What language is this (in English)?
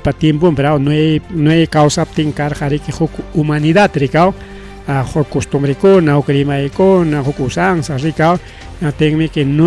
Ayacucho Quechua